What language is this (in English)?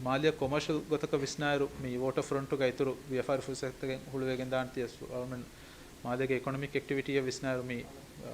Divehi